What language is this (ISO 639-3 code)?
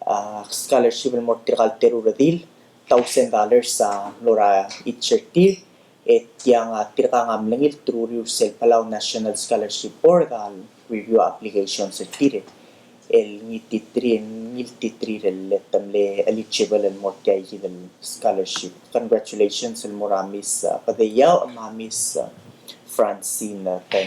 pau